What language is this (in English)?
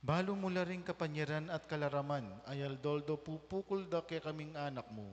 Pampanga